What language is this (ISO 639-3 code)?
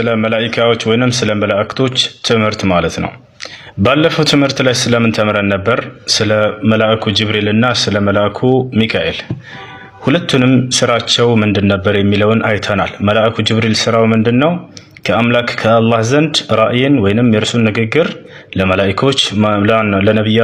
amh